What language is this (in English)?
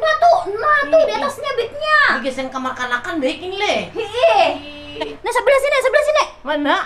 Banjar